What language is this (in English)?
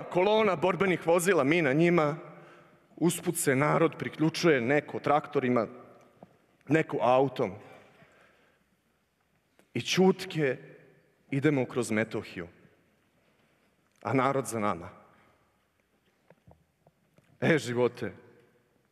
Serbian